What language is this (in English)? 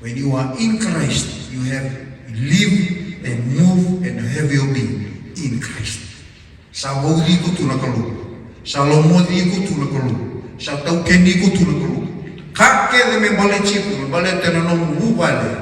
Fijian